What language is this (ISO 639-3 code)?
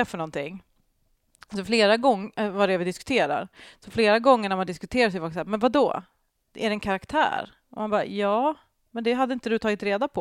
swe